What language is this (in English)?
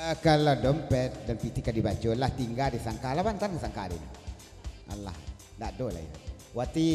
Minangkabau